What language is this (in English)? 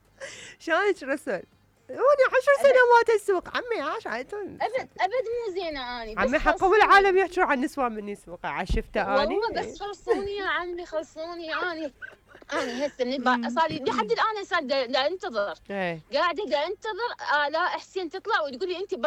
Mesopotamian Arabic